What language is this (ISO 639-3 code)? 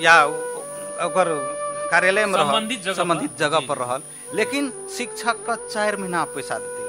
mai